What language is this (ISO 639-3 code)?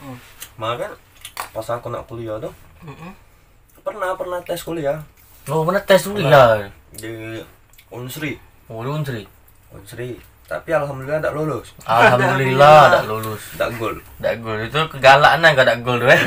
mui